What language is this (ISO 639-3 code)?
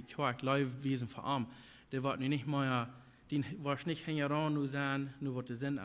pdt